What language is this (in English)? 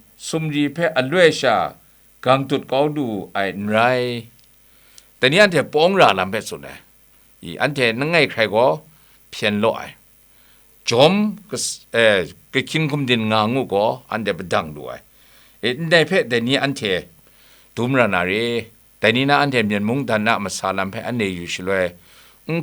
Kachin